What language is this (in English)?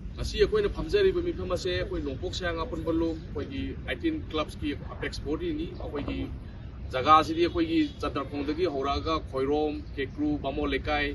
Manipuri